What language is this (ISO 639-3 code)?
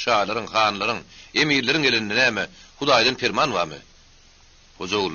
tuk